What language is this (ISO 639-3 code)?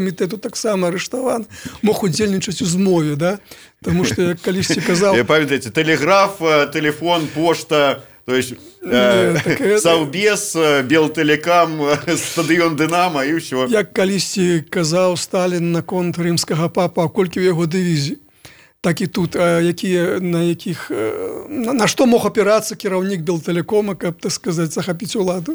bel